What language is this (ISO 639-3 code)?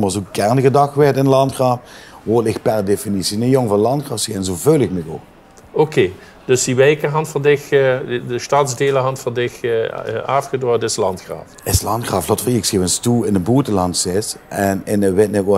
lim